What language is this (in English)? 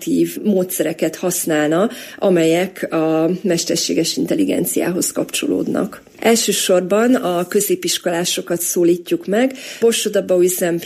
Hungarian